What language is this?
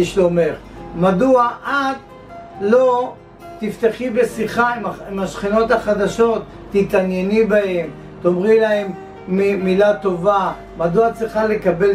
Hebrew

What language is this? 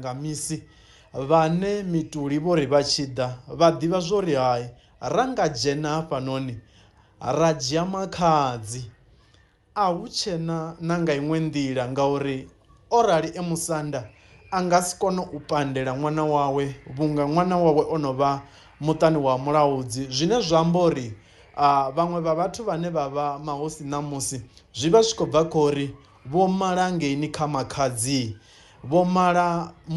Venda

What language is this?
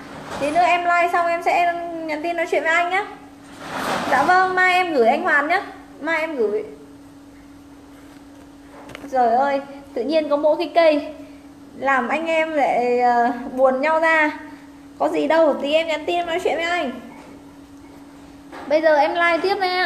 Vietnamese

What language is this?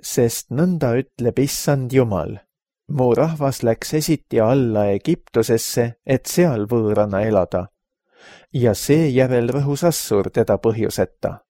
Estonian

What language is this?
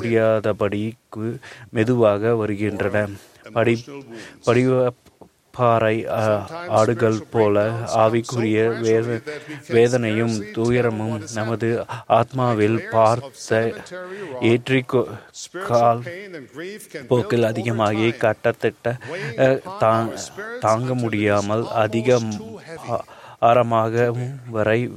Tamil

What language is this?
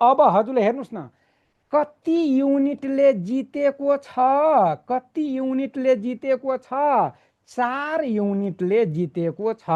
Nepali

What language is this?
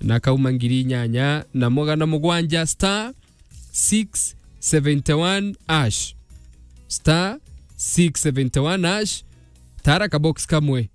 Meru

